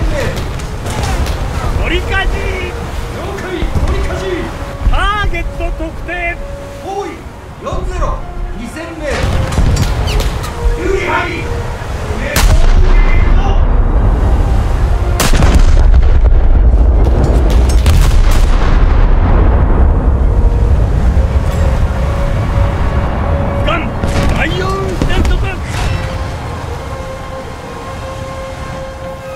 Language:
Japanese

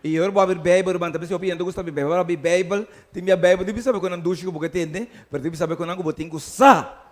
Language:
Papiamento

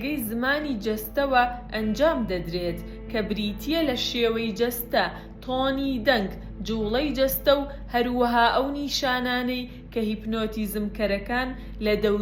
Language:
Central Kurdish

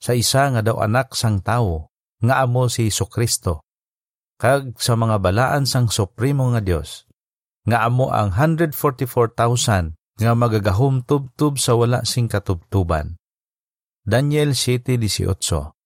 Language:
Hiligaynon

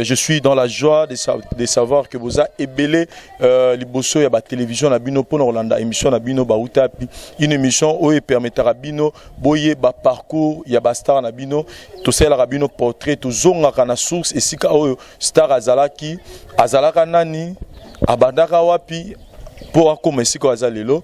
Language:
Lingala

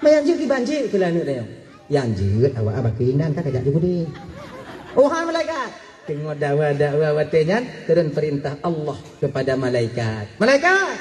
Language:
Achinese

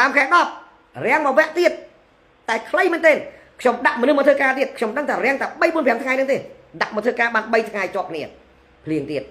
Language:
Khmer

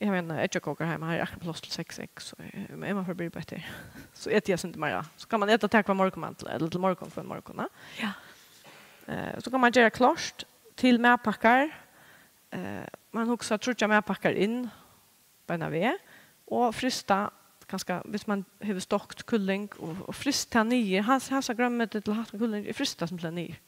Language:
Faroese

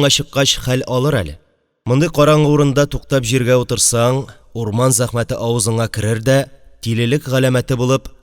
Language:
Tatar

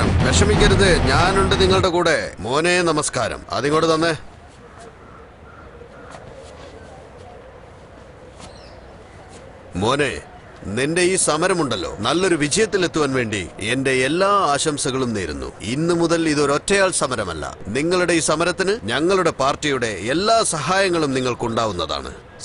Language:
Malayalam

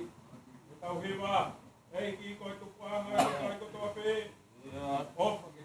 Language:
Tongan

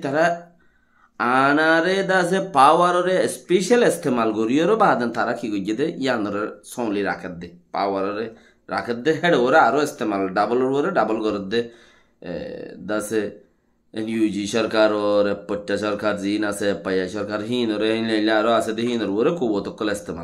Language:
Rohingya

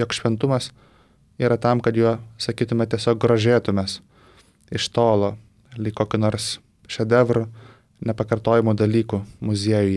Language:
Lithuanian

